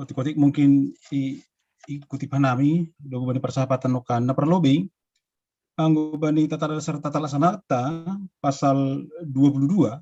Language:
Batak Simalungun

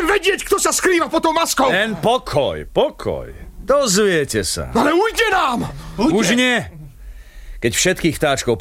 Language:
Slovak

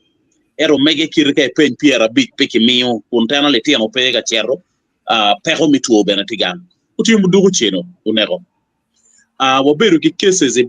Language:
Acoli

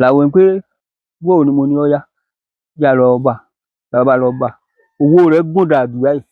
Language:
Yoruba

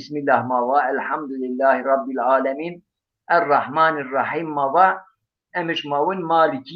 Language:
Zaza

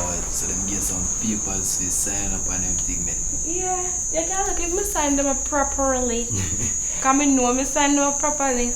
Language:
Jamaican Creole English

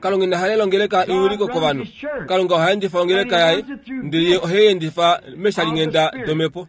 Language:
Kuanyama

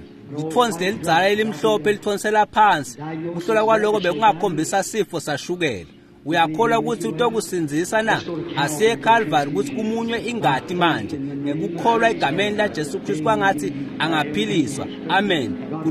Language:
Swati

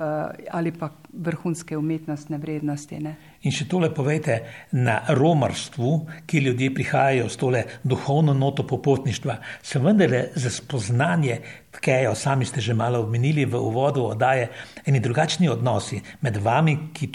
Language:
Slovenian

